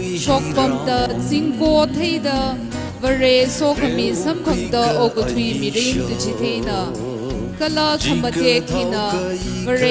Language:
Tangkhul Naga (India)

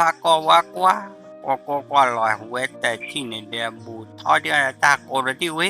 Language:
S'gaw Karen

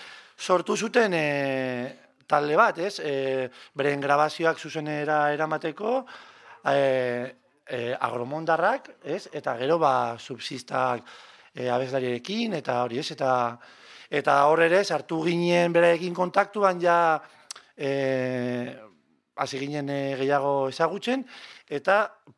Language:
Basque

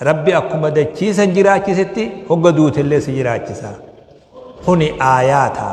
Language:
Oromo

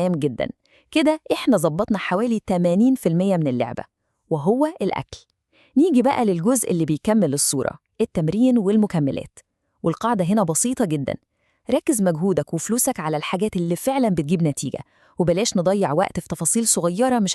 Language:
Egyptian Arabic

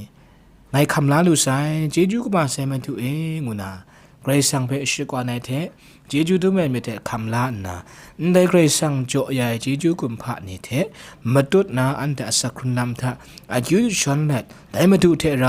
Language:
Kachin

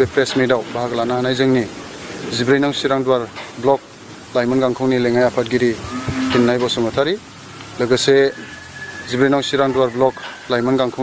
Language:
Bodo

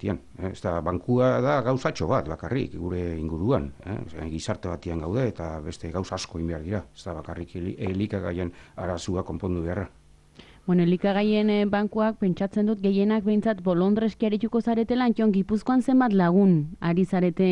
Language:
Basque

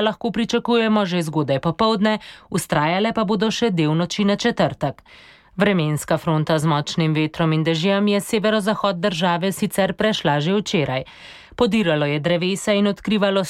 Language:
Slovenian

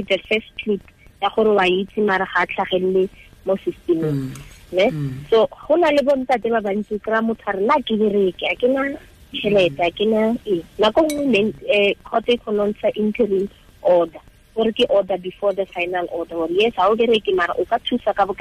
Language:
Tswana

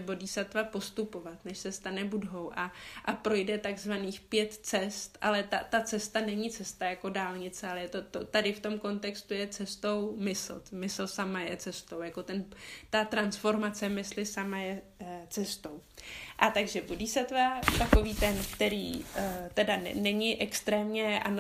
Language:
Czech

